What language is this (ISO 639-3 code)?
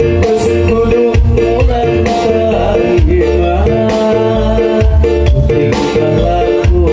sun